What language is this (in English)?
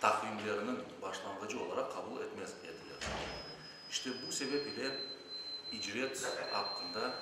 Crimean Tatar